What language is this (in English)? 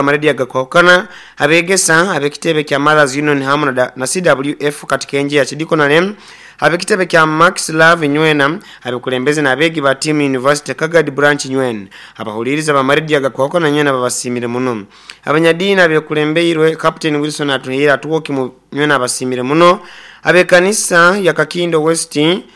Nyoro